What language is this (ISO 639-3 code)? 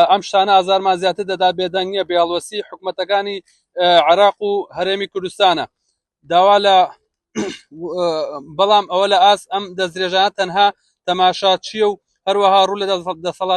ckb